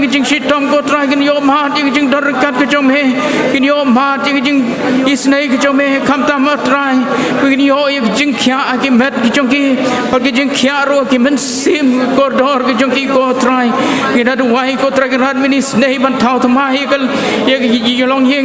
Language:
Khasi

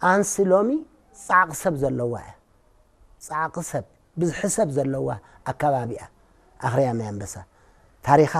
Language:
Tigrinya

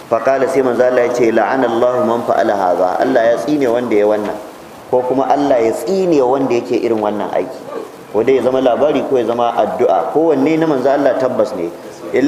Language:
Hausa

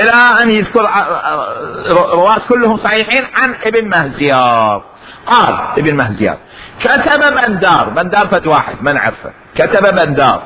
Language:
Mesopotamian Arabic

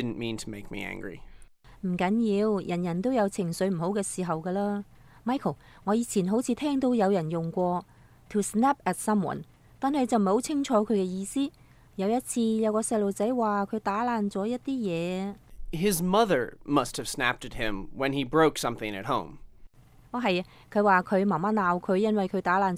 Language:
Cantonese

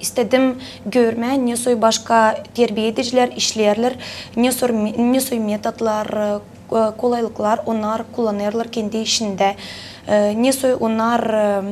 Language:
Gagauz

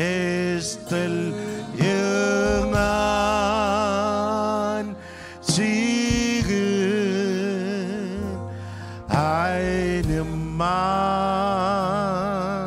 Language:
Marshallese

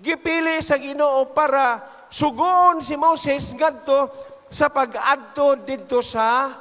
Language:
Cebuano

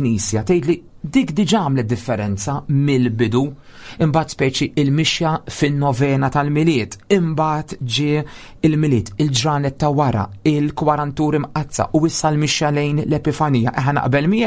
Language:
Maltese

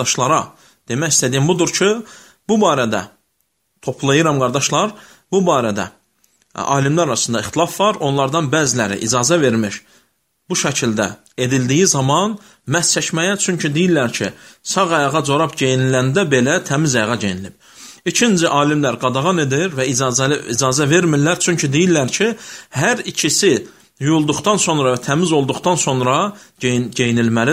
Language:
Azerbaijani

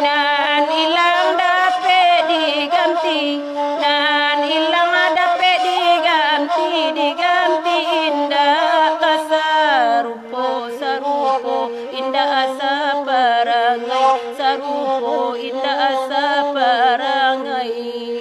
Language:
Minangkabau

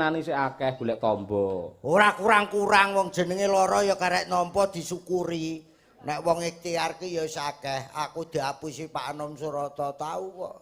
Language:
Javanese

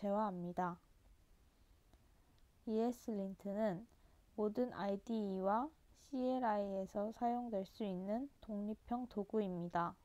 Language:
Korean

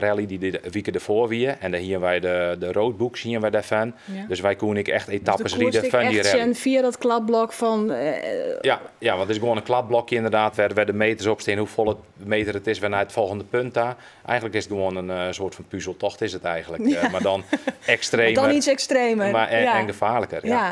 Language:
Western Frisian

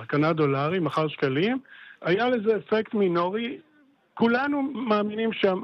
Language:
Hebrew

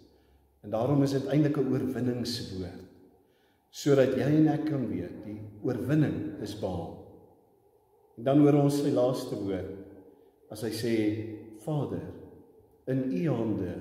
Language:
Afrikaans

